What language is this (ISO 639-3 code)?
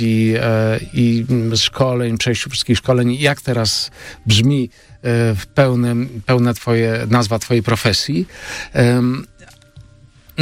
pol